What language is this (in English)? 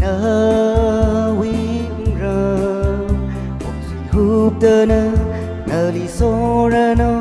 Tangkhul Naga (India)